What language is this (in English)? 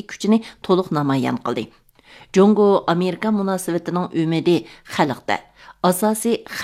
Uyghur